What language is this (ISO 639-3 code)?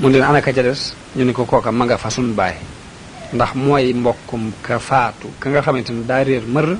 wol